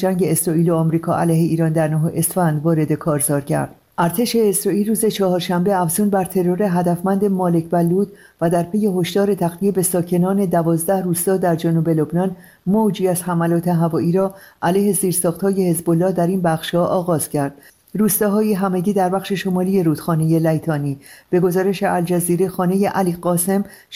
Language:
Persian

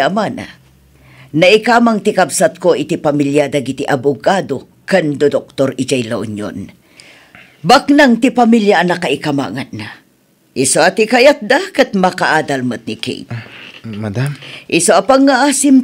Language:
Iloko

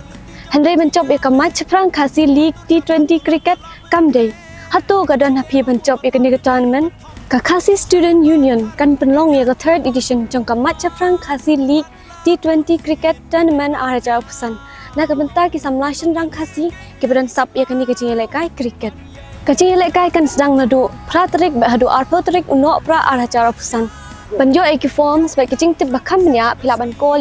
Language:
Khasi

